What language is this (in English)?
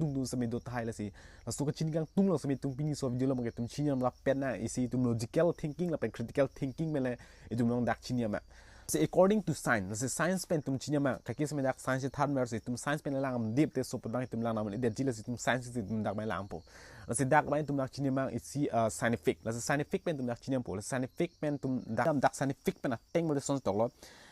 Karbi